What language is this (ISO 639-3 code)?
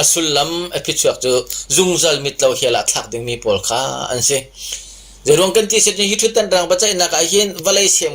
cnh